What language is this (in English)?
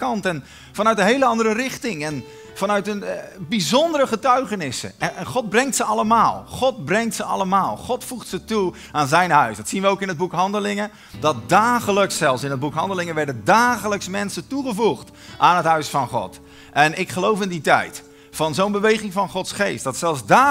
Dutch